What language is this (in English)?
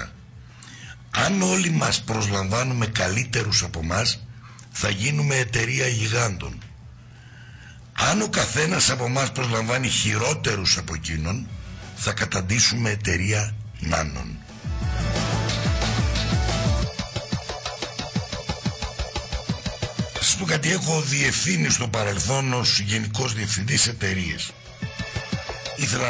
Greek